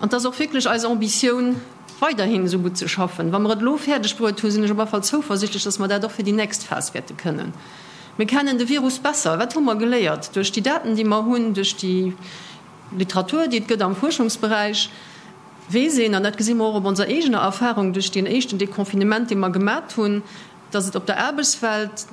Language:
Luxembourgish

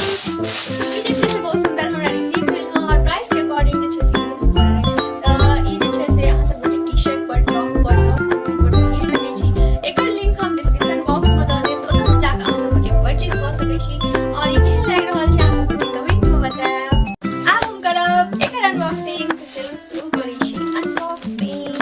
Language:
Maithili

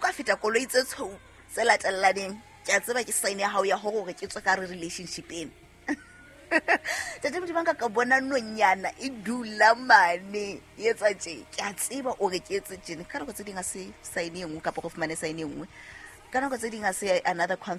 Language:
Southern Sotho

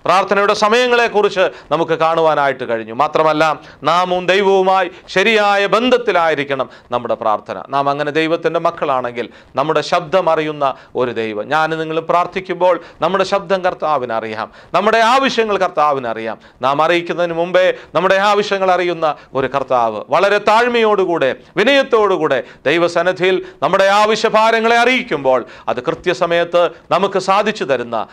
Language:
Malayalam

